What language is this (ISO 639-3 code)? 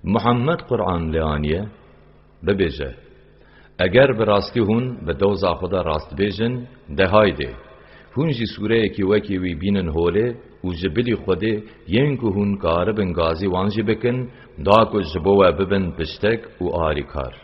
kur